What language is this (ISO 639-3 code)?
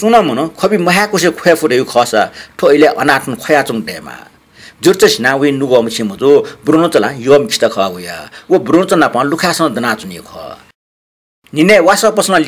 new